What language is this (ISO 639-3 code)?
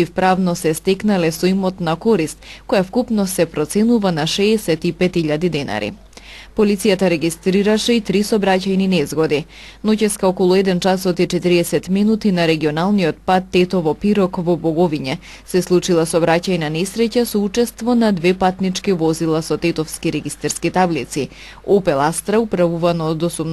mkd